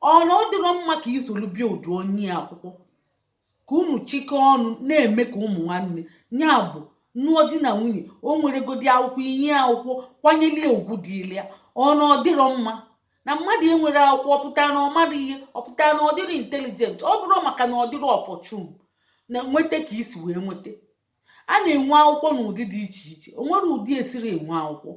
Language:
Igbo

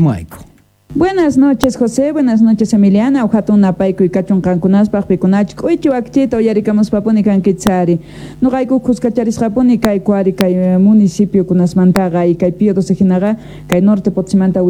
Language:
Quechua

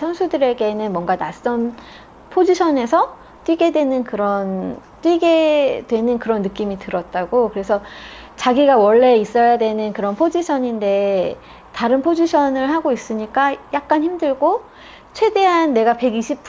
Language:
Korean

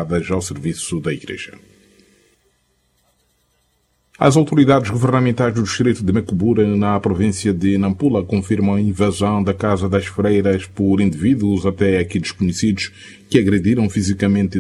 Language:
Portuguese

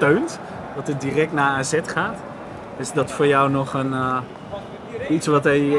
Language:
Dutch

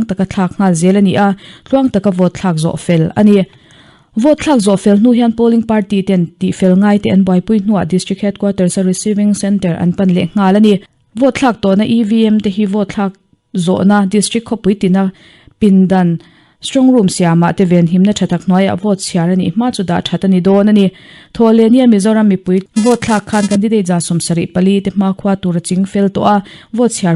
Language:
Mizo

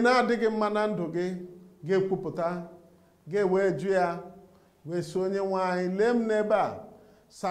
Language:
Igbo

